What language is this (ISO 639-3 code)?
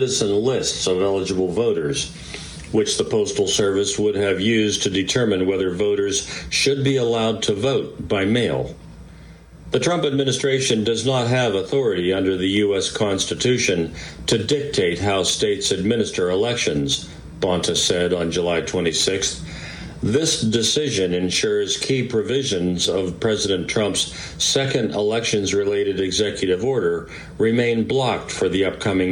eng